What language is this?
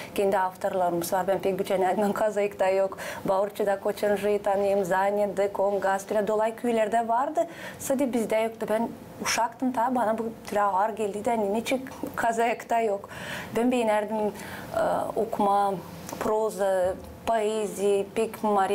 Gagauz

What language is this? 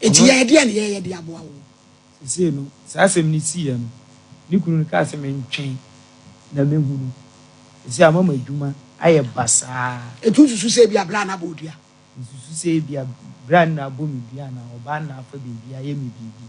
Akan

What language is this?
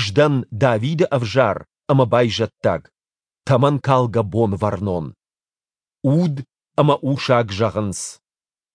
Ossetic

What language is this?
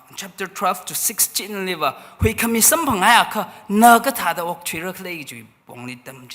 Tangkhul Naga (India)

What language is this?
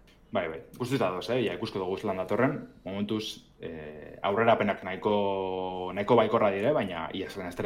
Basque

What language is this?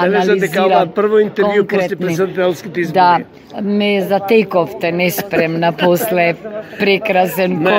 Macedonian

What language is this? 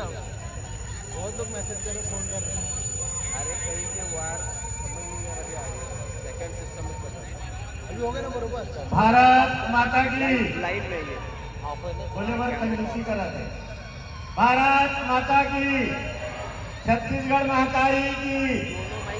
Chhattisgarhi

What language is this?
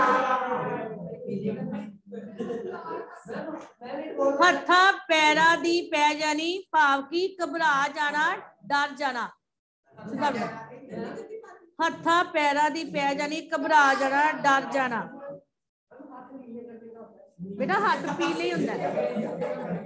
Punjabi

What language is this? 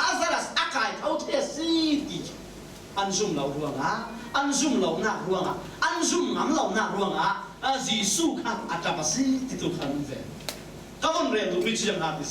Falam Chin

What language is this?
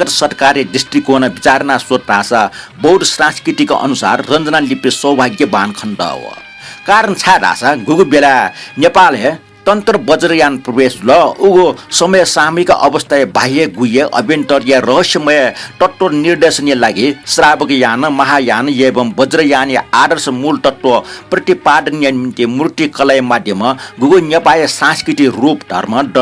Newari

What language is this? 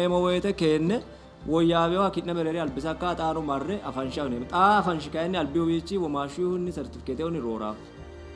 Sidamo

